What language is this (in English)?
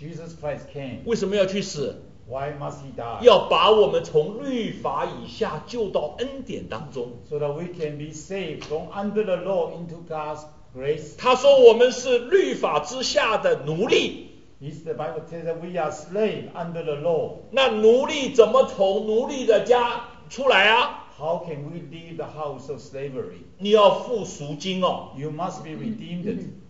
Chinese